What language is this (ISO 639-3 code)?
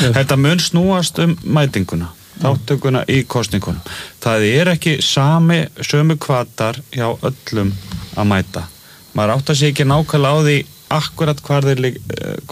isl